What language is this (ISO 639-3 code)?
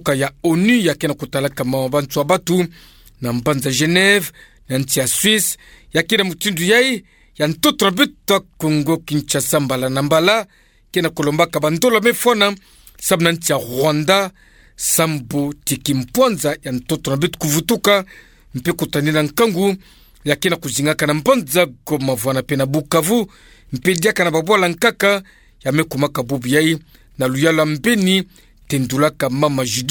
ktu